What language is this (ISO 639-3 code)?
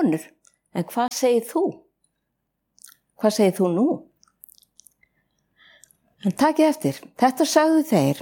isl